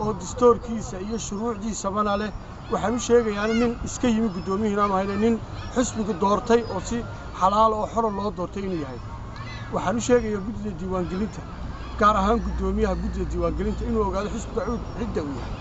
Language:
Somali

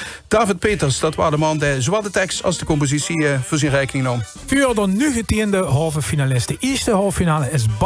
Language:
Limburgish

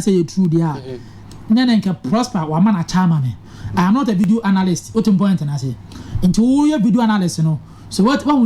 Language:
Akan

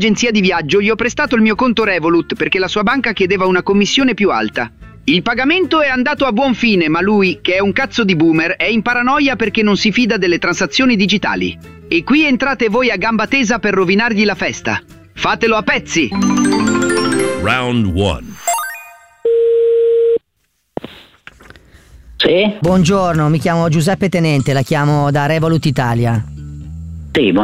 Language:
Italian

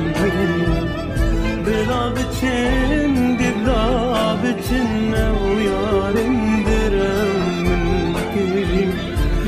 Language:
Kurdish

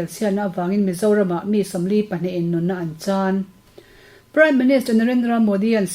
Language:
Mizo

